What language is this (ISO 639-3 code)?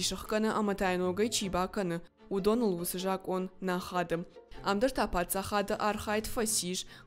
oss